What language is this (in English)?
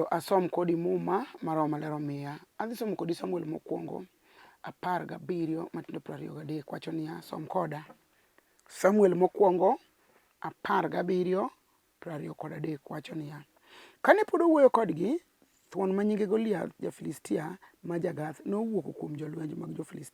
Luo (Kenya and Tanzania)